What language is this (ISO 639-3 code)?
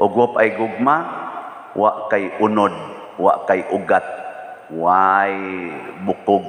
ceb